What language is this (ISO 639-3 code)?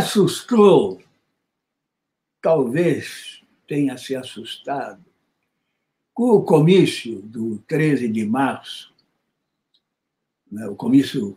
por